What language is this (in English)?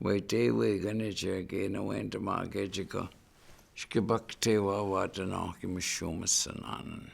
Chippewa